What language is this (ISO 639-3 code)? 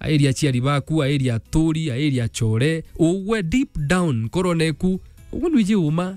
mer